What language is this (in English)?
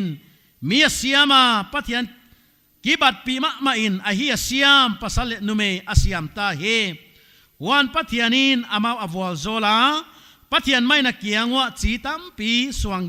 Paite Chin